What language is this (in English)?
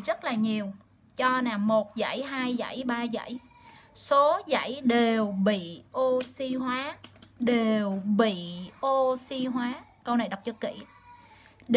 Vietnamese